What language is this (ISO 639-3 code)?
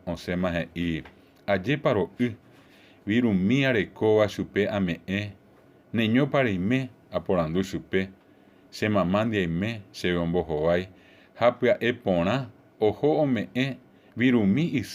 grn